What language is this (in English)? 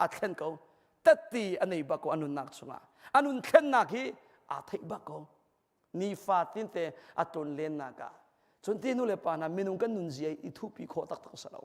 Hakha Chin